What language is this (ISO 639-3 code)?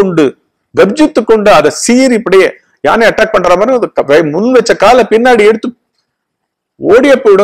tam